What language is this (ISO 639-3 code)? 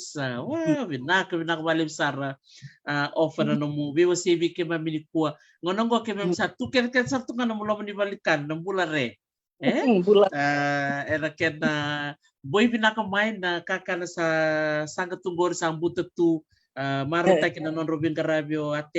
fij